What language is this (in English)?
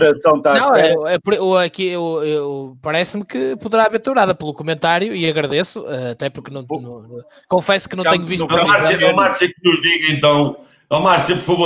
Portuguese